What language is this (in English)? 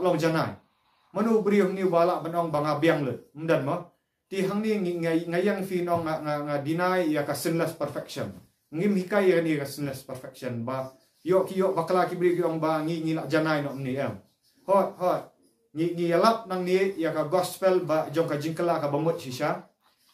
Khasi